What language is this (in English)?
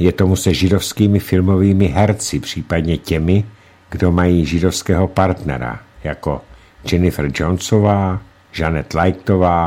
Czech